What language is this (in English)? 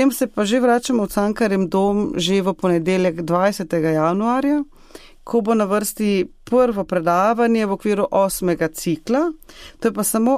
Slovenian